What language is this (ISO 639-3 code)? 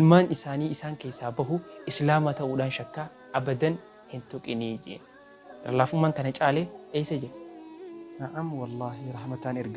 orm